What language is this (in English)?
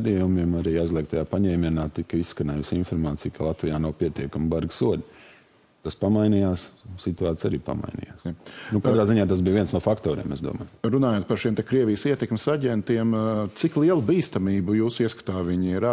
Latvian